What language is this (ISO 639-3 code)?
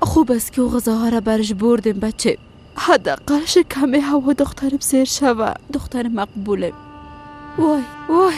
fas